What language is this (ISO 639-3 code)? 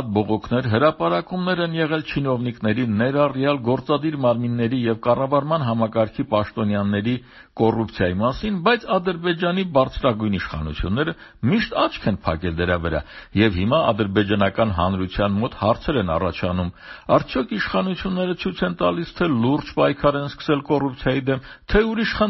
hye